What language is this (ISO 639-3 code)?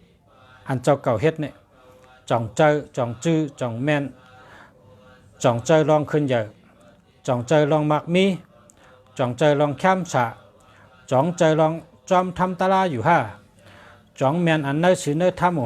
shn